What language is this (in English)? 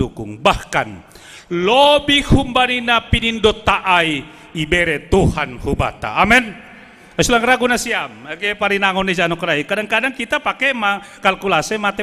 Batak Simalungun